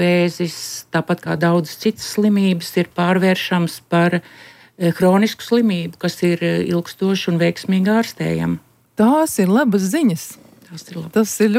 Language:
Latvian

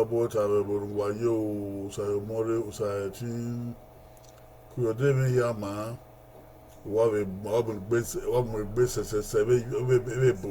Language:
Bini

